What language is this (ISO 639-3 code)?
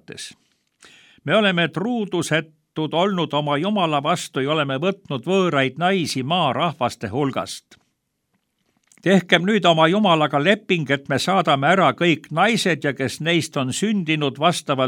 est